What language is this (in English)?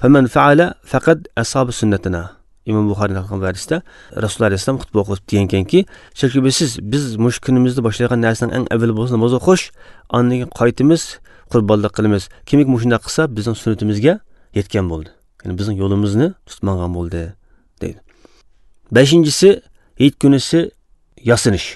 Uyghur